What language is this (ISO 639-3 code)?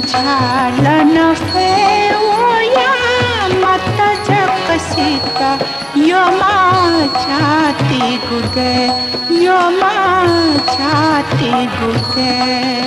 new